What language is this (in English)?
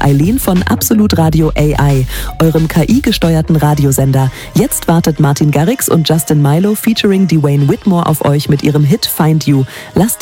German